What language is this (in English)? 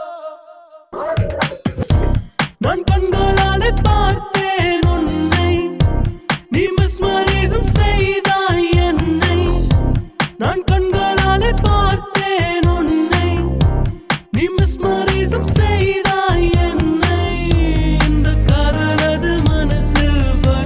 Tamil